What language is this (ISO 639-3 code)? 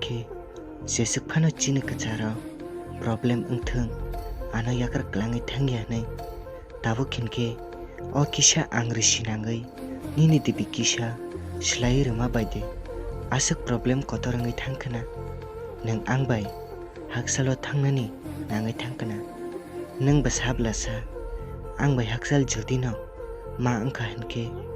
trp